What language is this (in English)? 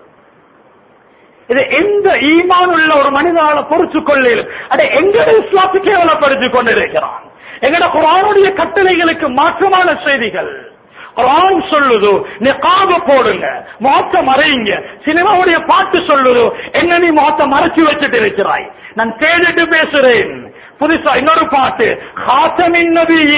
Tamil